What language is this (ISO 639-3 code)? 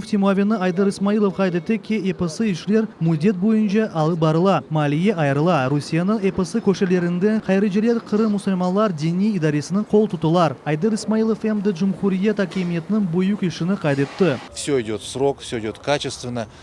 crh